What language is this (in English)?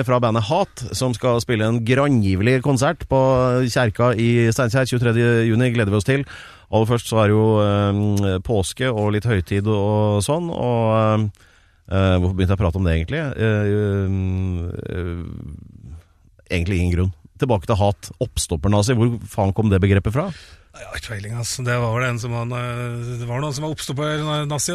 Norwegian